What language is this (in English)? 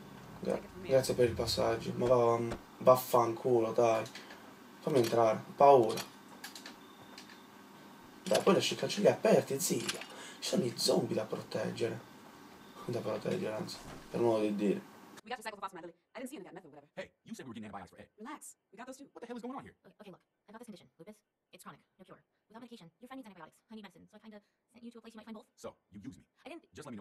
Italian